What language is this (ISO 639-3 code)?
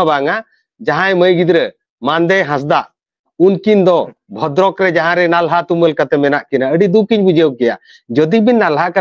sat